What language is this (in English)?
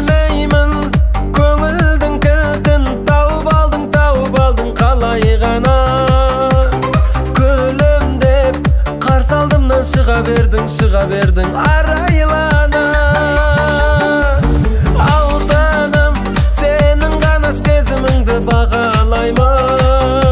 Kazakh